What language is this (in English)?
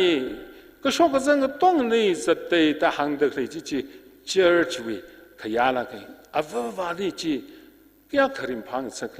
Tangkhul Naga (India)